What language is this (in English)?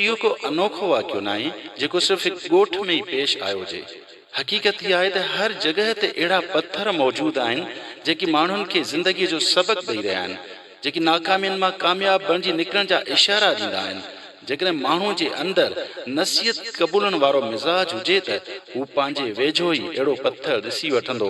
Sindhi